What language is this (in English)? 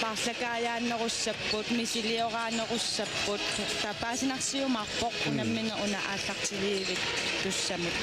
Kalaallisut